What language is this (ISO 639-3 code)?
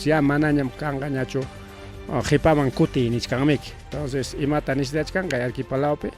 quy